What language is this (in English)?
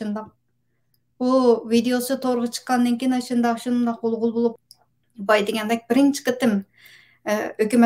Uyghur